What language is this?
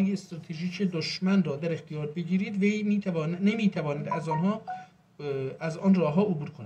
South Azerbaijani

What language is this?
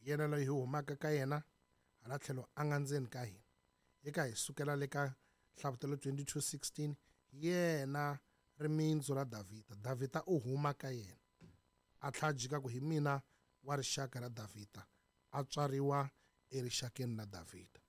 Tsonga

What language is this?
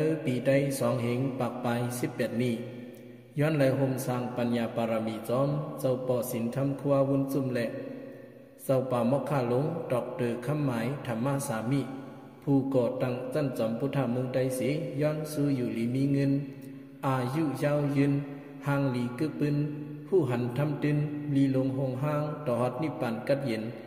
Shan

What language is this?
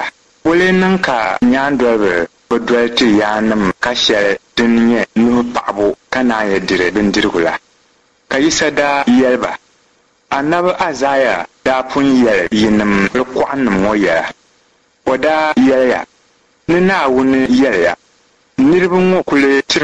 Dagbani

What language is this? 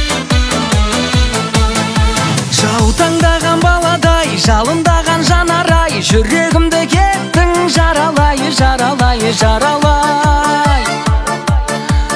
Kazakh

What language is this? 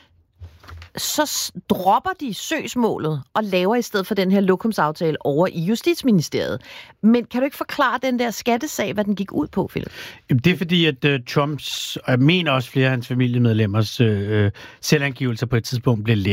Danish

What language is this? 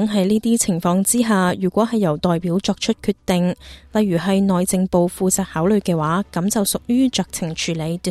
Cantonese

